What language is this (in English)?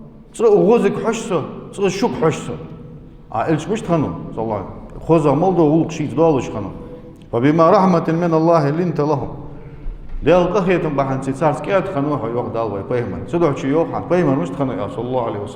Ingush